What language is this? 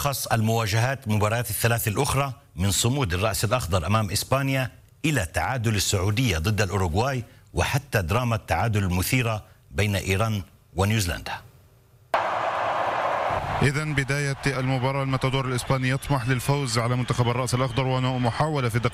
Arabic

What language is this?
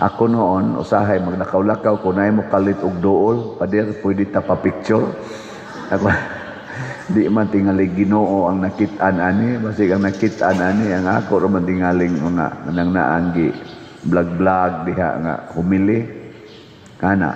Cebuano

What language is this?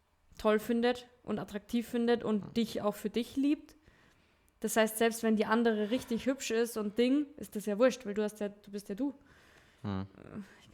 Bavarian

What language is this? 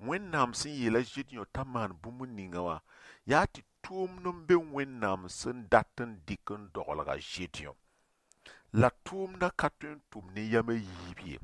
Mossi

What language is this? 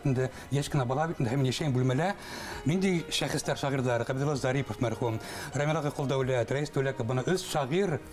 Bashkir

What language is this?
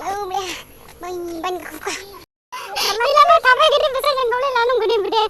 Dimasa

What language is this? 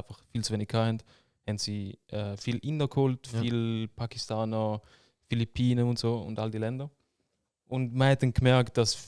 Swiss German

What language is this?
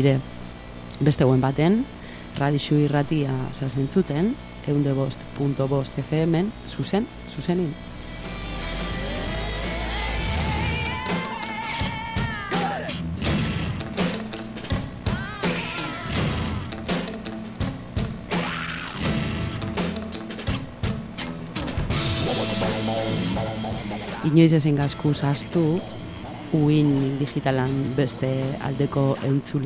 Basque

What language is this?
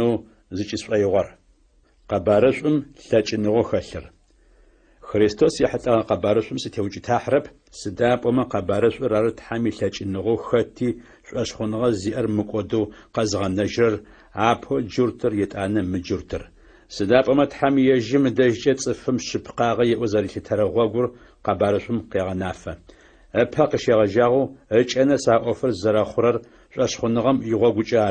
Adyghe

